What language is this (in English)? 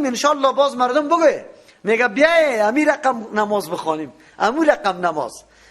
Persian